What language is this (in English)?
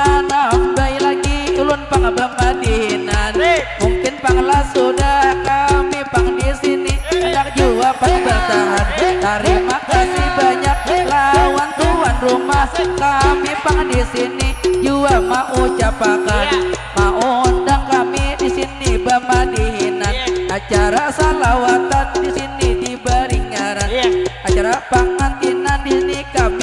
Banjar